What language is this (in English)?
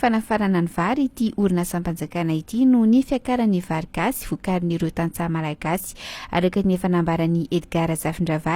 Malagasy